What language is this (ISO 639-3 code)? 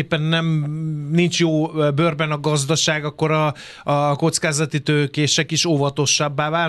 hun